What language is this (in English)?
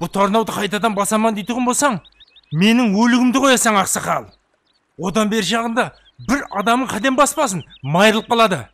Kara-Kalpak